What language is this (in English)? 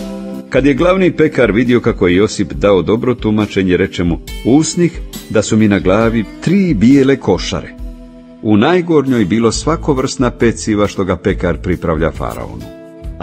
Croatian